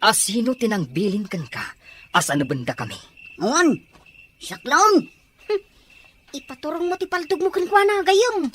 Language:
Iloko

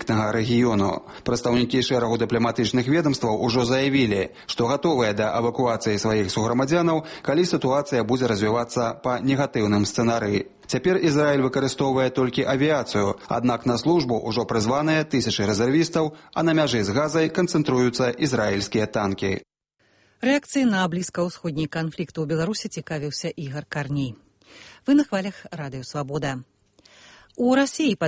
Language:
Belarusian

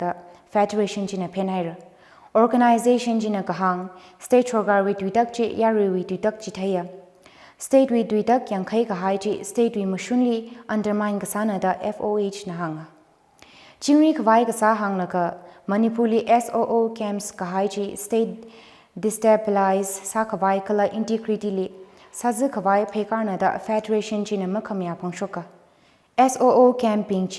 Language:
Tangkhul Naga (India)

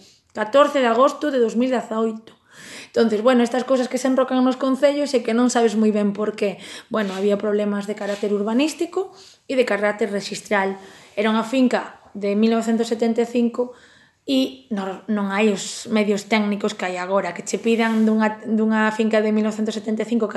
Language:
Galician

